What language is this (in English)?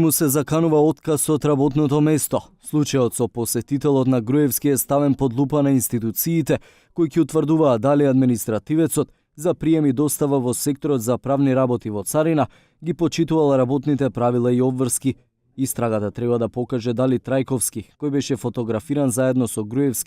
Macedonian